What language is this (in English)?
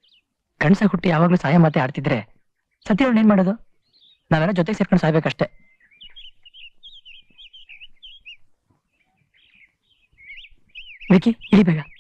Kannada